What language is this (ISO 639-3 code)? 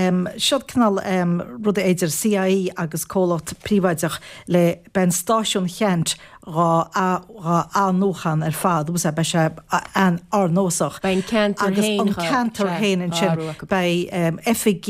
gle